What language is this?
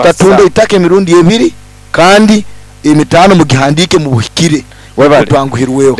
Nyankole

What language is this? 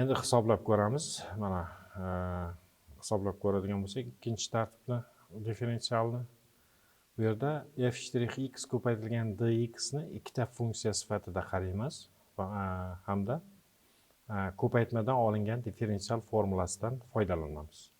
Uzbek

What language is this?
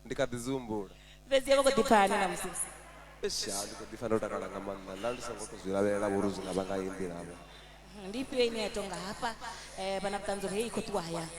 Venda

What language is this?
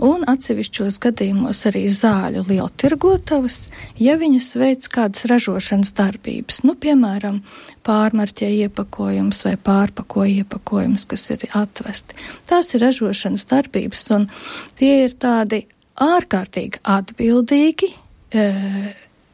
Latvian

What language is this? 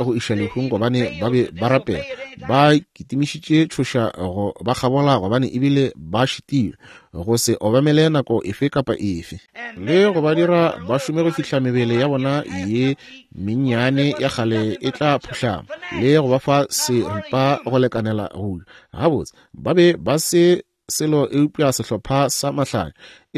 Northern Sotho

